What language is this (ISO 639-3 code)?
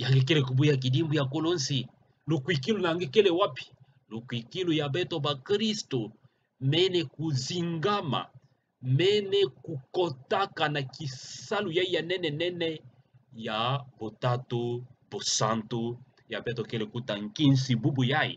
ktu